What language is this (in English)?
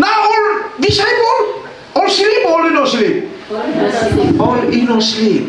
Tok Pisin